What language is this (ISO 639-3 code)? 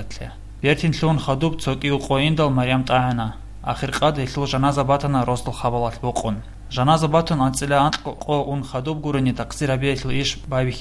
ava